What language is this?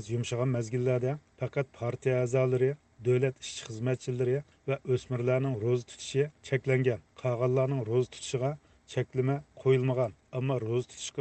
Uyghur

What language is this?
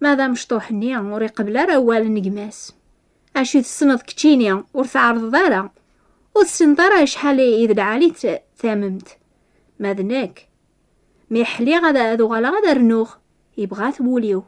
Kabyle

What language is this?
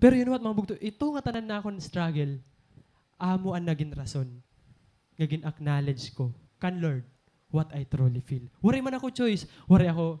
Waray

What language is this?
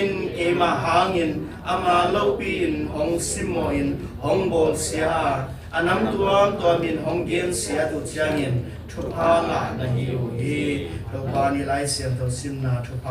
Tedim Chin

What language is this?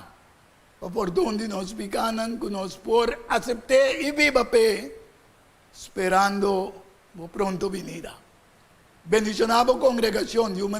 Papiamento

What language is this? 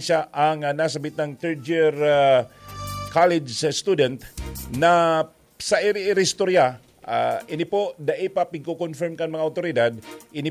Bikol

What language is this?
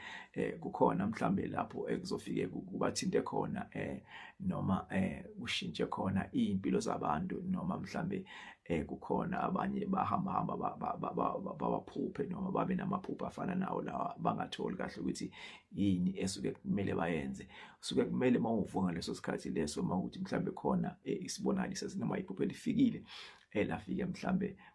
Zulu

